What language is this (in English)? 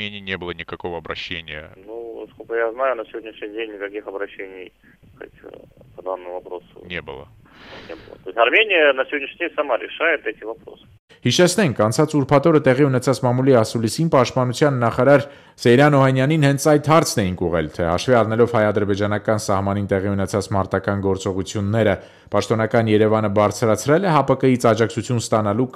Armenian